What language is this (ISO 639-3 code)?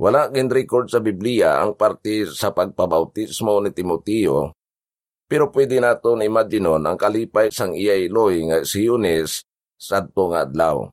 hil